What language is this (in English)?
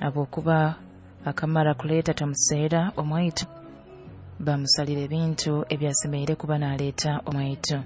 Nyoro